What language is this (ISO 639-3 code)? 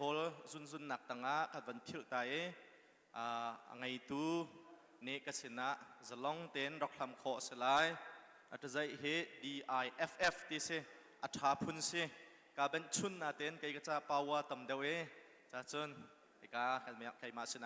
cnh